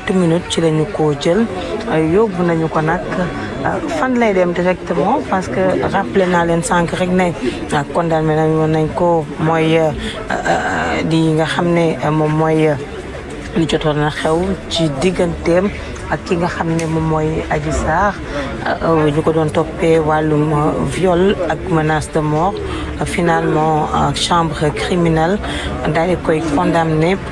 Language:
Wolof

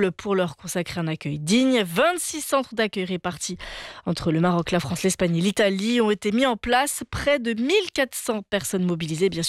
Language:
French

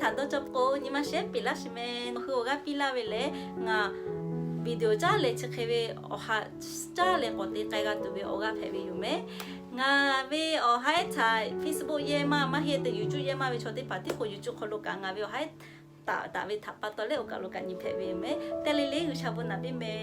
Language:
Lahu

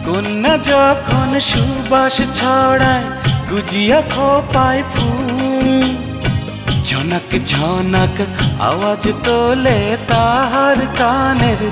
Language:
Bangla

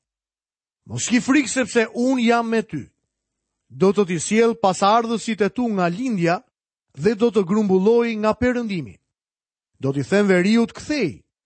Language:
Albanian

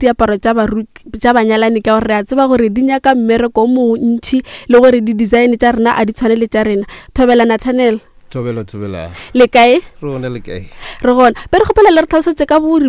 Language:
Northern Sotho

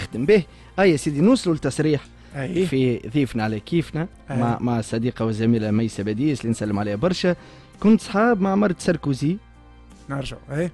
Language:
Tunisian Arabic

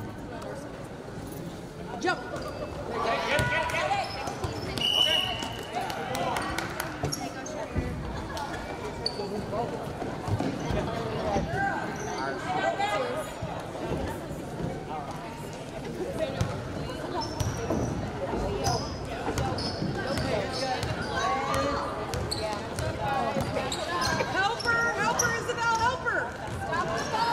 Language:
English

